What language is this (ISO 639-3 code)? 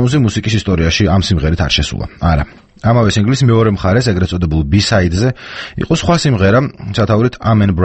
kat